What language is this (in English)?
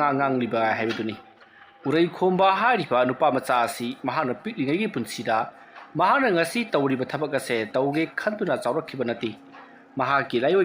Manipuri